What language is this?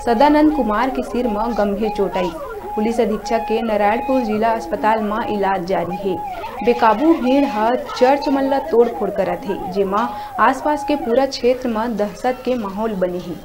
Chhattisgarhi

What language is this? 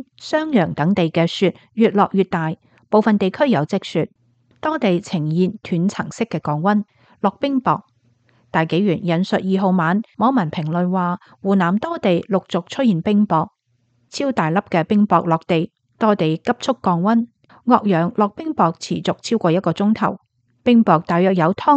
Cantonese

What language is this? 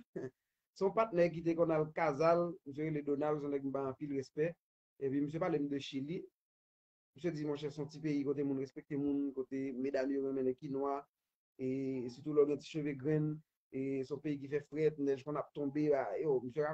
Haitian Creole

